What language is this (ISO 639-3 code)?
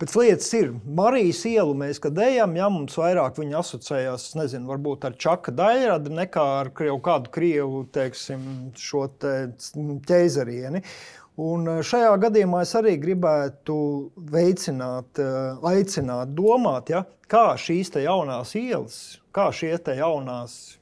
lav